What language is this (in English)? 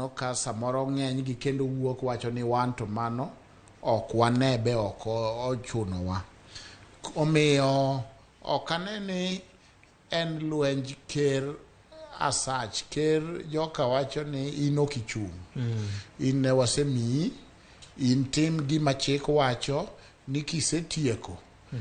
Luo (Kenya and Tanzania)